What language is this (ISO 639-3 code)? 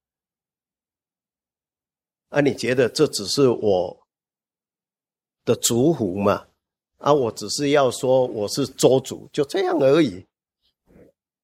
zho